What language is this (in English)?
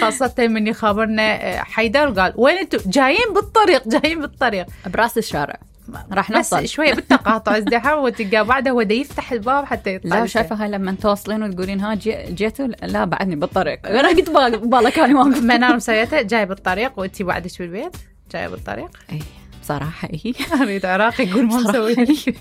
Mesopotamian Arabic